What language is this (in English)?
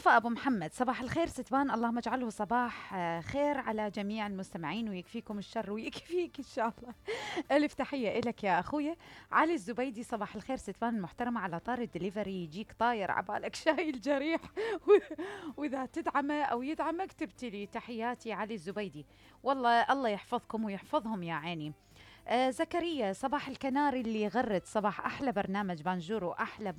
Mesopotamian Arabic